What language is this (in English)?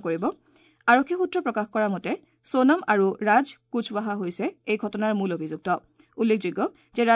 Assamese